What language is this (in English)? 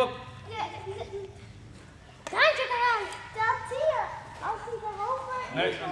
Dutch